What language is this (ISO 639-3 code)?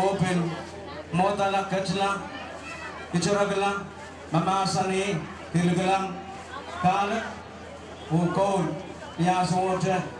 pon